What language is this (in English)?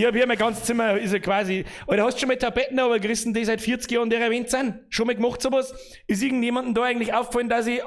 Bavarian